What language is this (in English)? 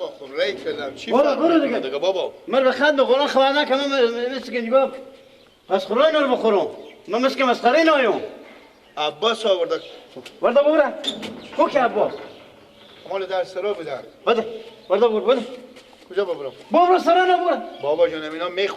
Persian